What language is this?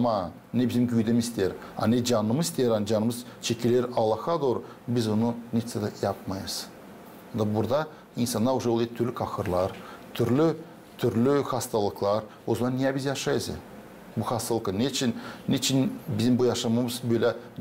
Gagauz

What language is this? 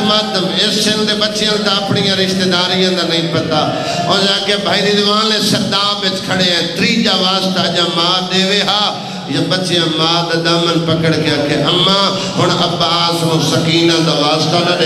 Saraiki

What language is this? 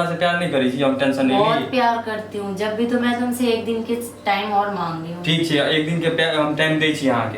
Maithili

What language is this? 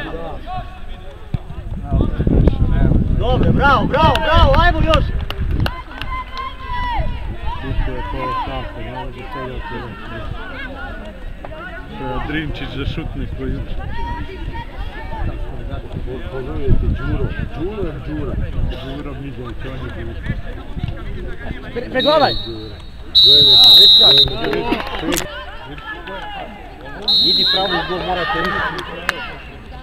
Serbian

